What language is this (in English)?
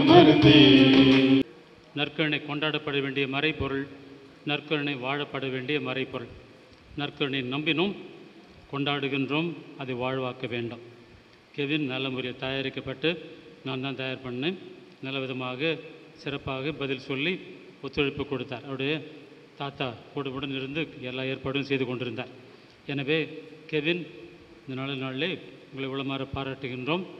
Tamil